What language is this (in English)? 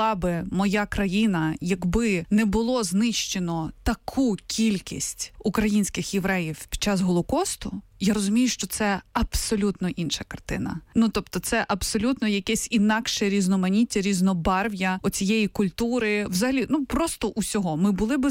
Ukrainian